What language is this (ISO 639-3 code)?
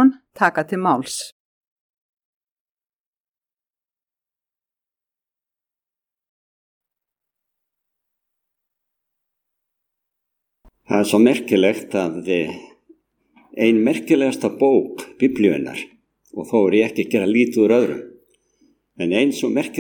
isl